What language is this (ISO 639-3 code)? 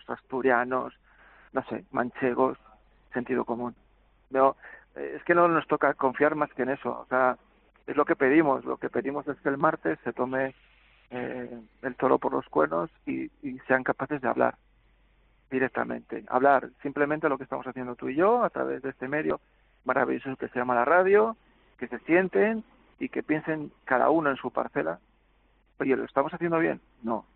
spa